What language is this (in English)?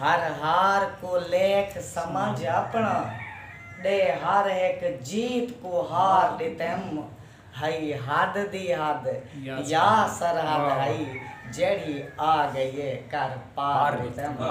Saraiki